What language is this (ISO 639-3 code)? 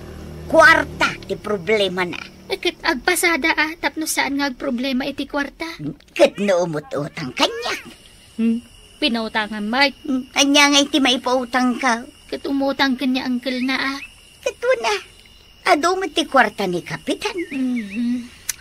ilo